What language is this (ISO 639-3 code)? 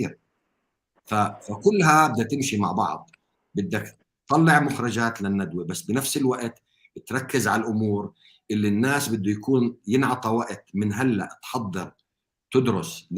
apc